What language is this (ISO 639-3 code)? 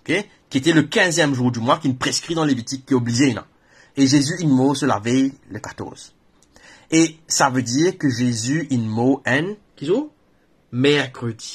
mfe